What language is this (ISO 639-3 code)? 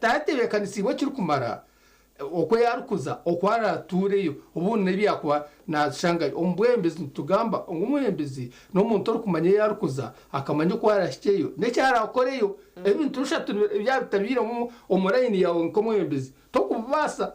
nyn